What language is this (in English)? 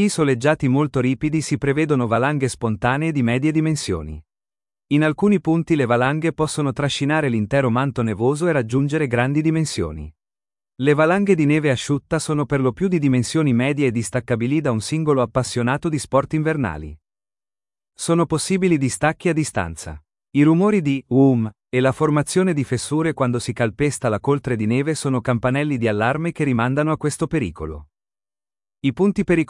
Italian